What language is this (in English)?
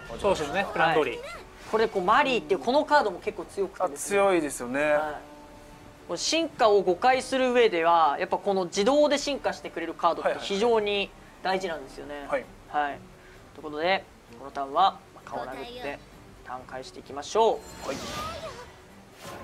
Japanese